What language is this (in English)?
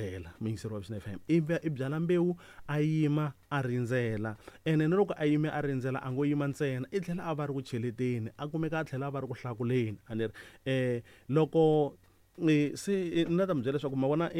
Tsonga